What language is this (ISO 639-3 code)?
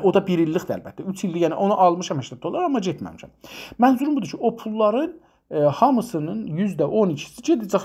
azb